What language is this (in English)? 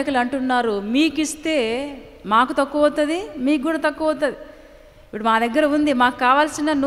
Telugu